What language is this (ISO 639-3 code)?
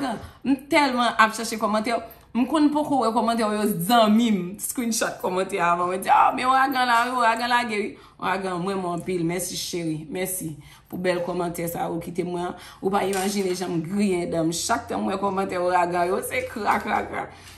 hat